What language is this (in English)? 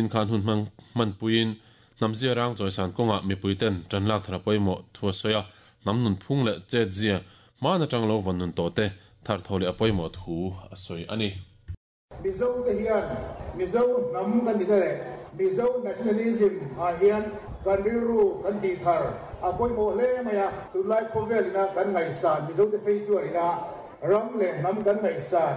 Mizo